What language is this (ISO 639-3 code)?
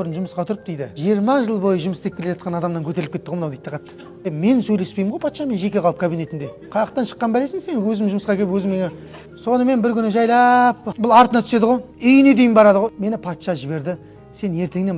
kaz